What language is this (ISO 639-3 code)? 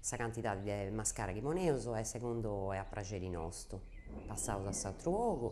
srd